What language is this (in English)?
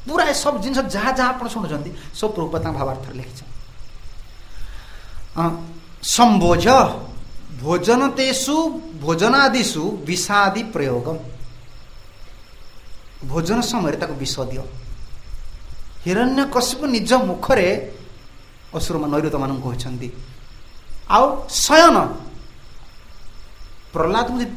Odia